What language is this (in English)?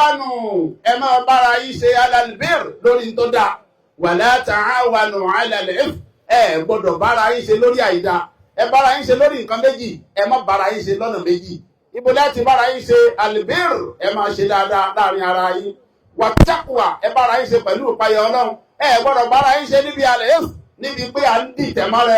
Yoruba